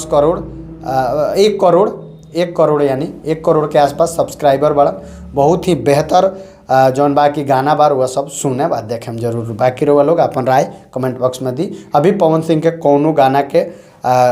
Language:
Bhojpuri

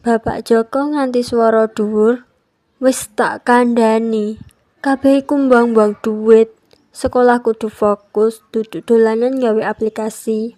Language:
Javanese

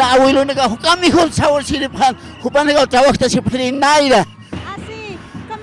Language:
Aymara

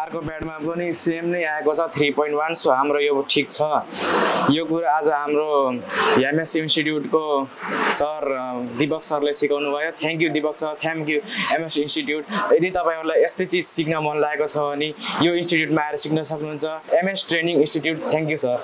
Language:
Nepali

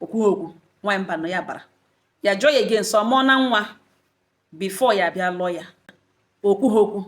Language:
Igbo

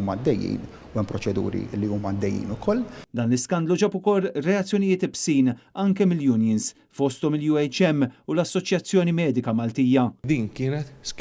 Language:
Maltese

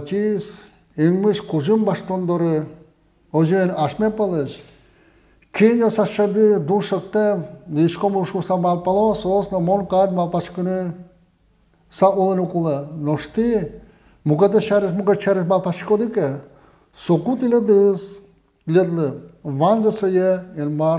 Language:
Udmurt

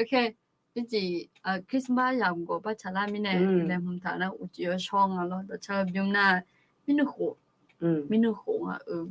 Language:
Akha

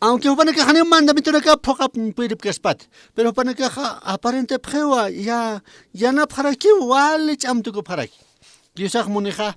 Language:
Aymara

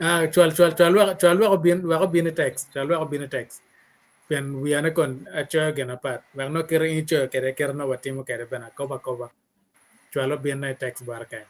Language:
Acoli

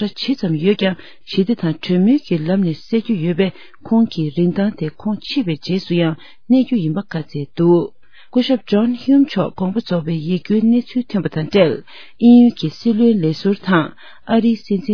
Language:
Tibetan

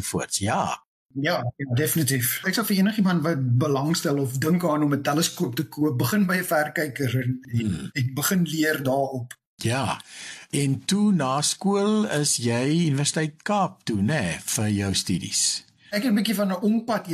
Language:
Afrikaans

